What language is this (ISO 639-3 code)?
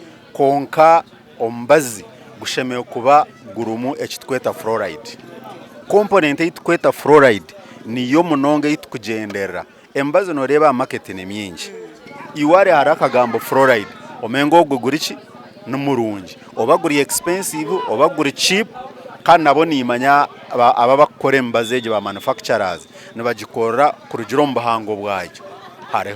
nyn